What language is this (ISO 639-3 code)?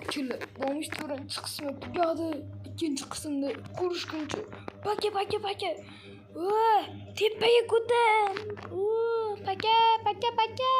uzb